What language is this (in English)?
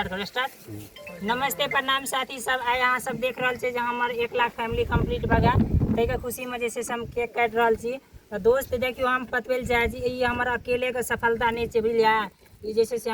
Maithili